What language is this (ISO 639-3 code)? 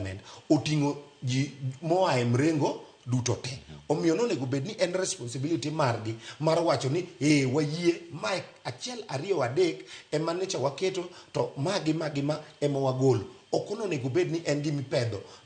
luo